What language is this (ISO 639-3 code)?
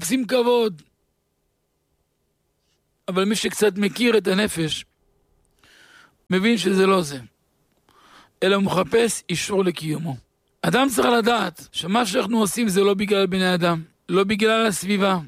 heb